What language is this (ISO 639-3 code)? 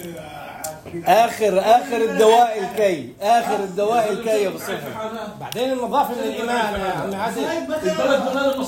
apc